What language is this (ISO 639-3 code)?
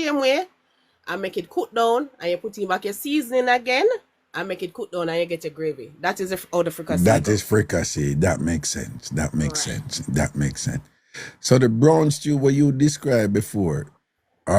jam